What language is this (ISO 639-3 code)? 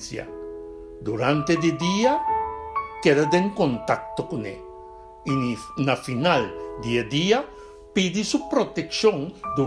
pap